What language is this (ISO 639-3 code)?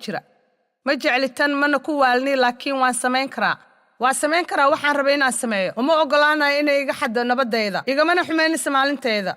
som